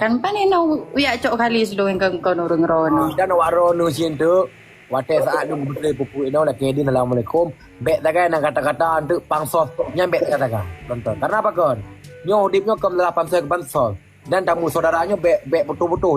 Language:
Achinese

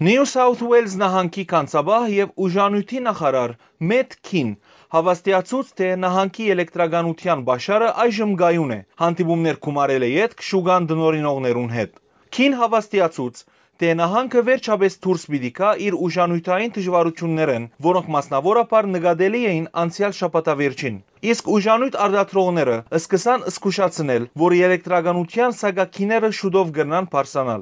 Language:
Western Armenian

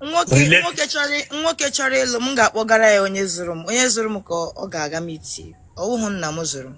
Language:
Igbo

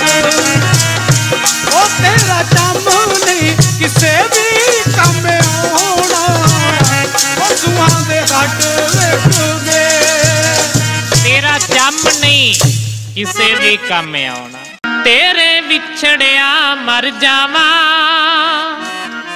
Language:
Punjabi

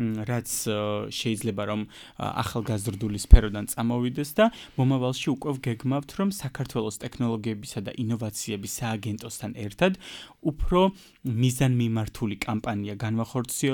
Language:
Georgian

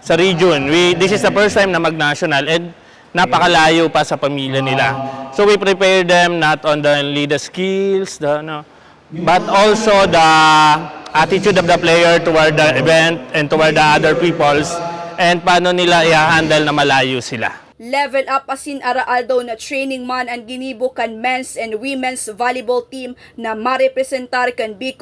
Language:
Bikol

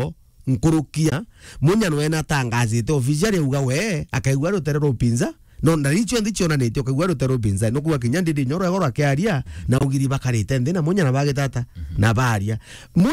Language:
Meru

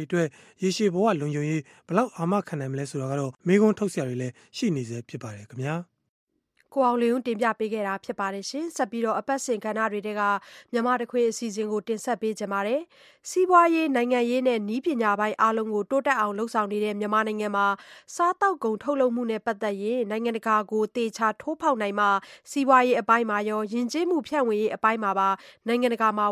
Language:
Burmese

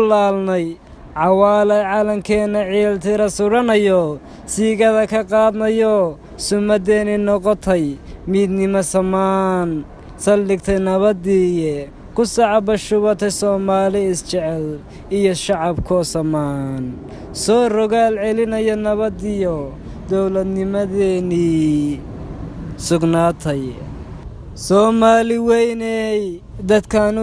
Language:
Somali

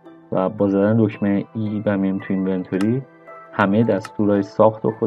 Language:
Persian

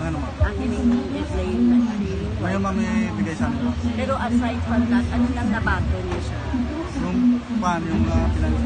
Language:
Hiligaynon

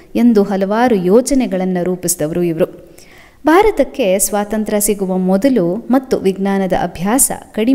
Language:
Kannada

